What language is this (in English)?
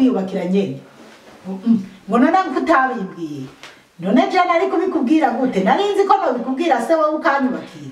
Rundi